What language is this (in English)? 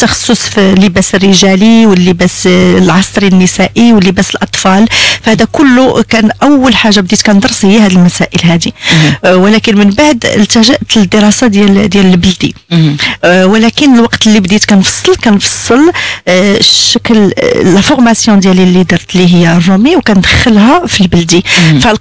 Moroccan Arabic